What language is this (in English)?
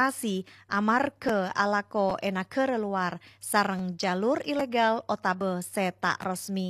Madurese